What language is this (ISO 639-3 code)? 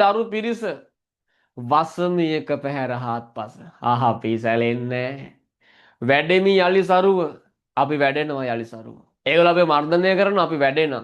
sin